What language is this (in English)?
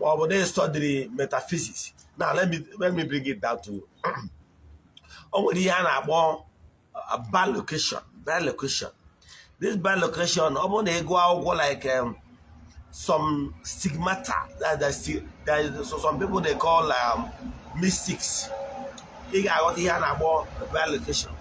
Igbo